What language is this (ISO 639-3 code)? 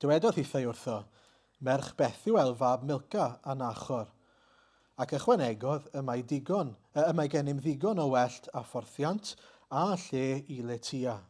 cym